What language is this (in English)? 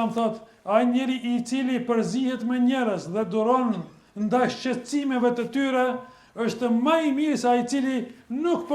Albanian